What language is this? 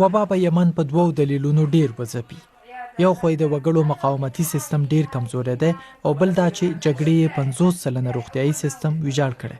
Pashto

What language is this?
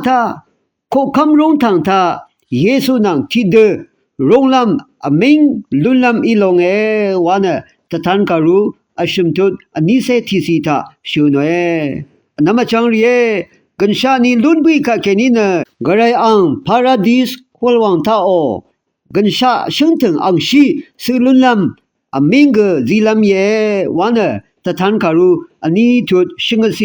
Rawang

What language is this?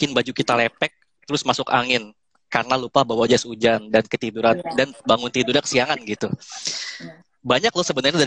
Indonesian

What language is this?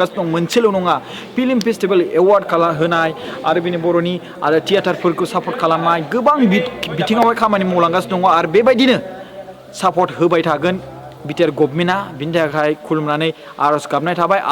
Bodo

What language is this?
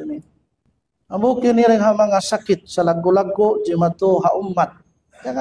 Tausug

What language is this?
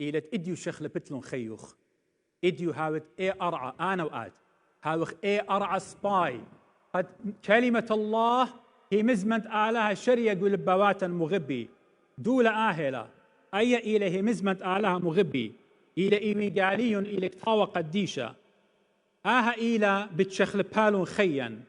Assyrian Neo-Aramaic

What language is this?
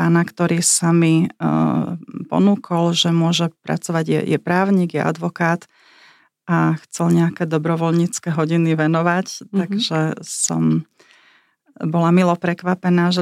Slovak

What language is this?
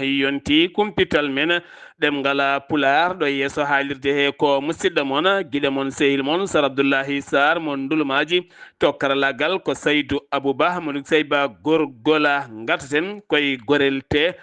Fula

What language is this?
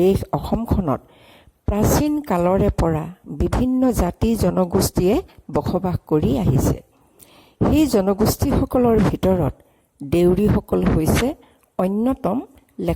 Assamese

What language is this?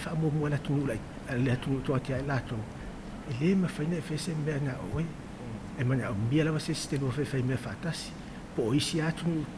Samoan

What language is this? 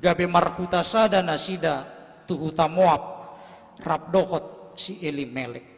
Batak Toba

